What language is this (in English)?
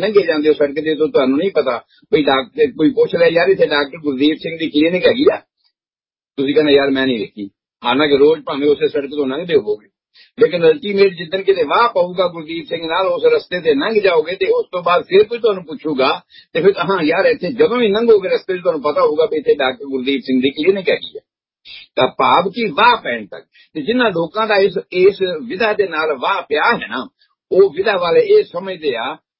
Punjabi